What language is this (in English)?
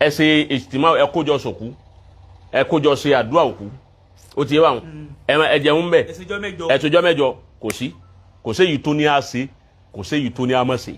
Yoruba